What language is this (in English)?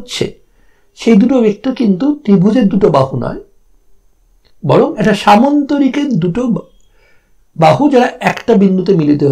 Bangla